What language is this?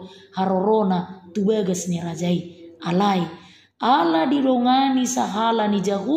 Batak Toba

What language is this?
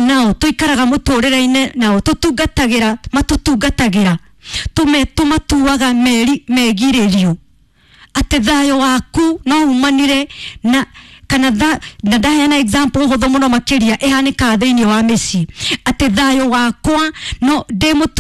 Kikuyu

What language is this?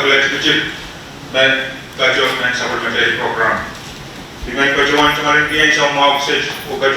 Pohnpeian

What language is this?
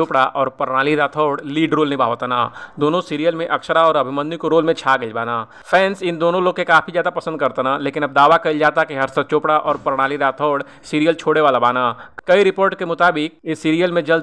Bhojpuri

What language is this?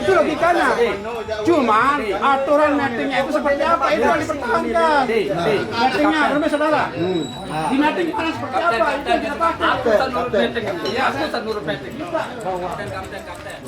Sasak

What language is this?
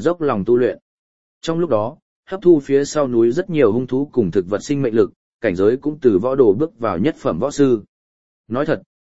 Vietnamese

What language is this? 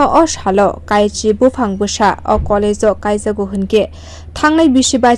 Kok Borok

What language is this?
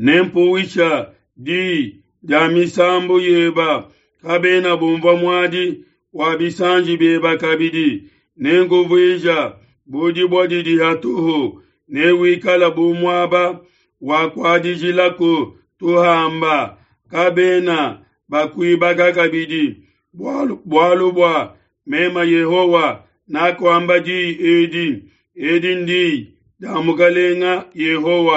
Luba-Lulua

